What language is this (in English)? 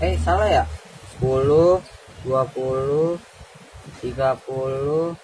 Betawi